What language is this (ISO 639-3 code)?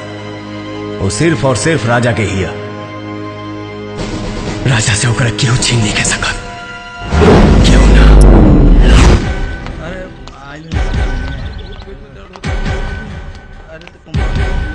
bho